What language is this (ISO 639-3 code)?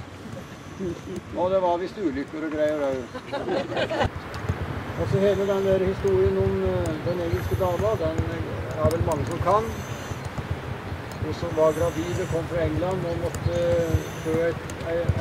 nor